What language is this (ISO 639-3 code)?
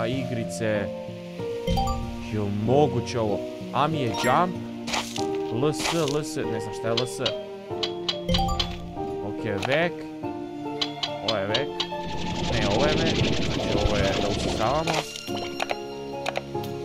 hrv